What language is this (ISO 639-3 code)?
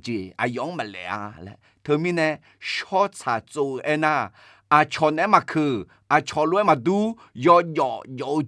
ahk